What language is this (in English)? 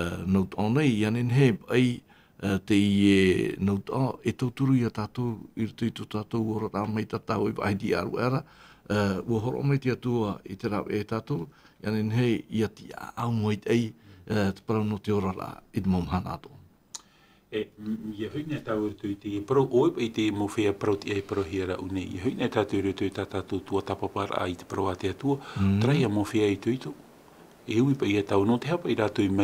Tahitian